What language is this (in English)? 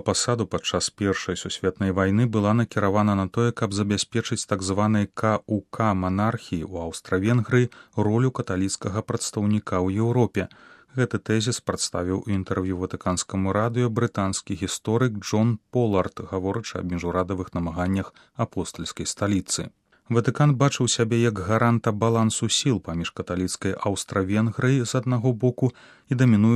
Belarusian